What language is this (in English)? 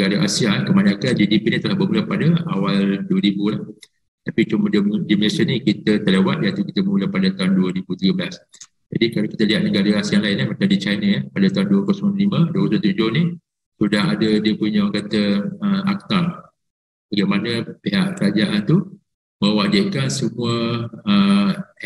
Malay